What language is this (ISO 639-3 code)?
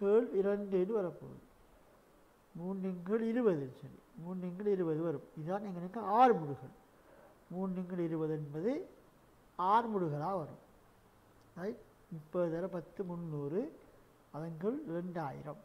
tam